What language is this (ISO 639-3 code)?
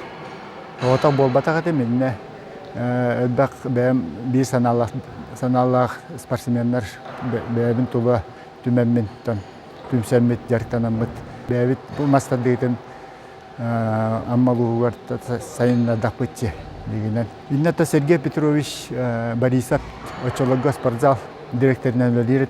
sah